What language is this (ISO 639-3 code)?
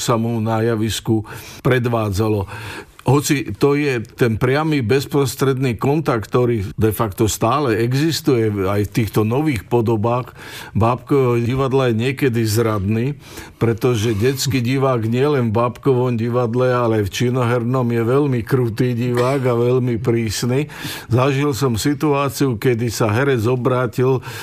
slk